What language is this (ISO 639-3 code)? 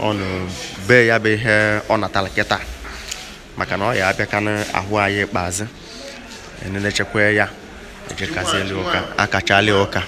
ibo